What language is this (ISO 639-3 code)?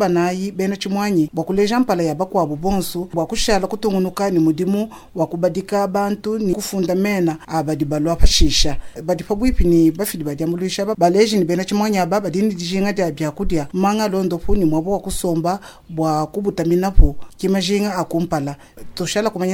lua